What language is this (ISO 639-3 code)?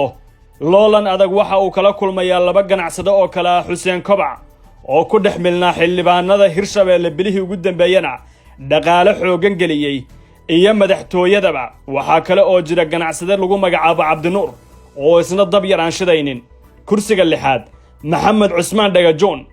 som